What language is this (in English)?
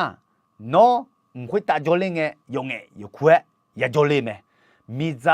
Akha